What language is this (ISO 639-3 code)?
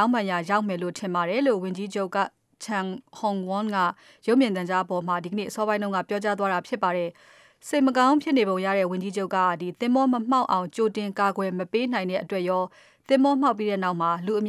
mya